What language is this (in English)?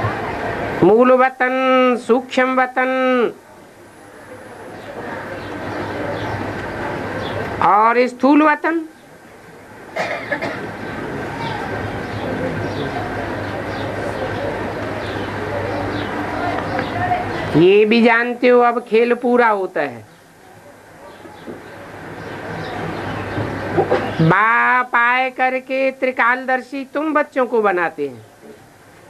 Hindi